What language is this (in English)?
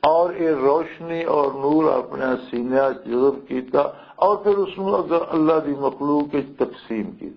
Western Panjabi